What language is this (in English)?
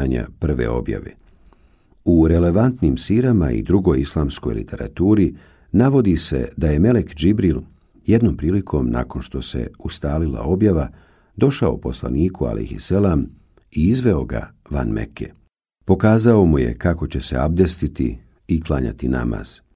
Bosnian